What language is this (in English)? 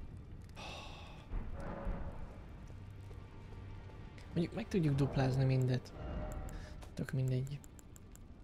Hungarian